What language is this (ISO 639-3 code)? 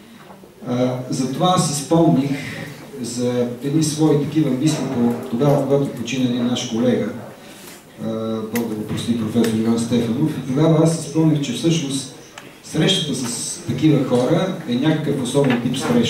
bul